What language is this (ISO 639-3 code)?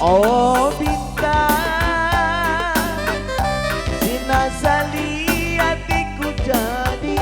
btx